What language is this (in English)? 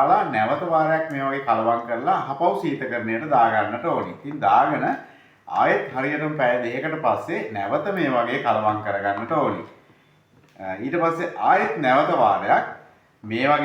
Sinhala